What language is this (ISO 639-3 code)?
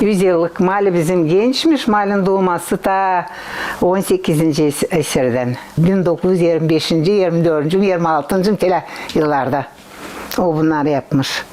gag